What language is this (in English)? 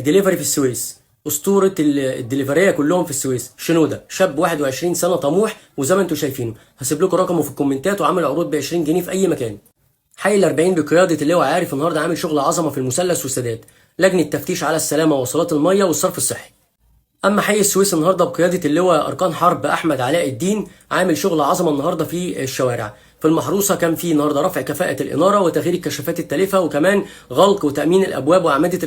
Egyptian Arabic